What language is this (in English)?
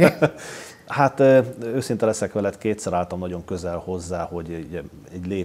Hungarian